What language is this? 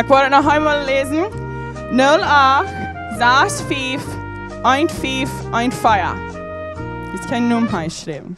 Plautdietsch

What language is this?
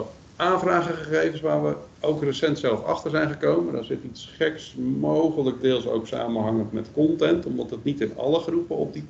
Dutch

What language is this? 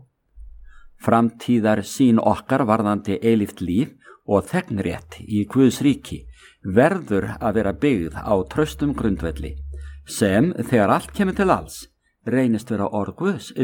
Icelandic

